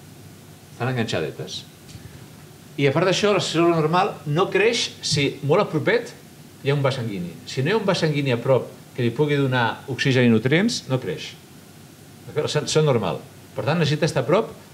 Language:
Catalan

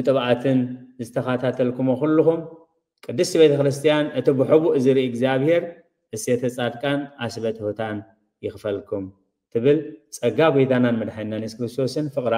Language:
Tigrinya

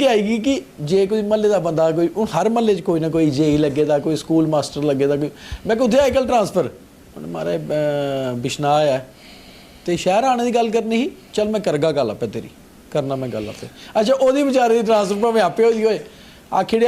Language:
Dogri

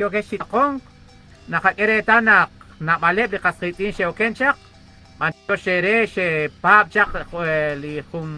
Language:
Kekchí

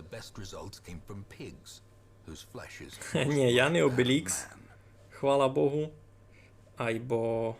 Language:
Rusyn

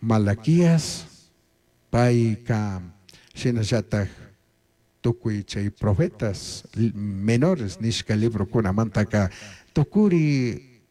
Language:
Chimborazo Highland Quichua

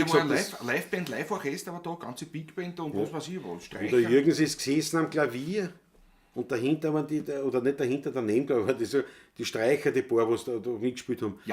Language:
Bavarian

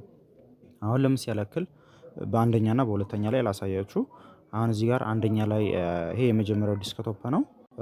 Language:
Amharic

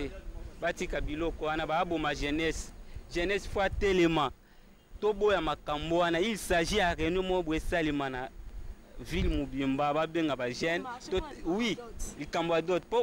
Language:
Lingala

